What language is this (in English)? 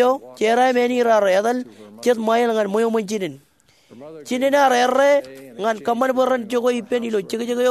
Marshallese